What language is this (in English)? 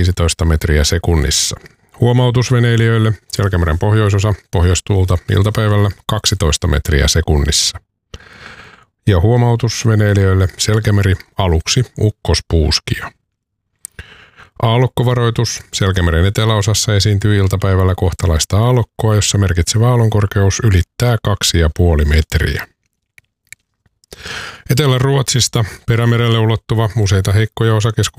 Finnish